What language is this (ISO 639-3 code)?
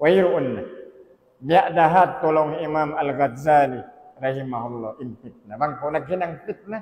tsg